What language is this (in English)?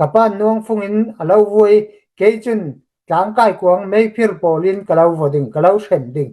Hakha Chin